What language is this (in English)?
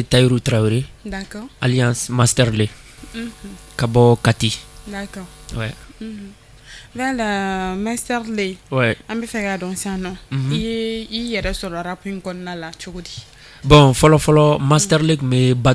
Bambara